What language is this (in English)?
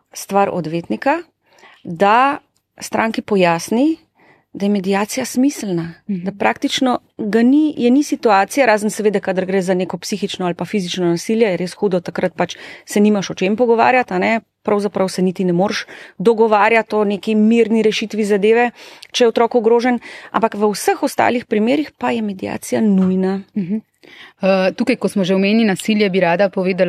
Slovenian